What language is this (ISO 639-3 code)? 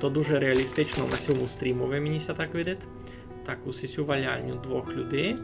rue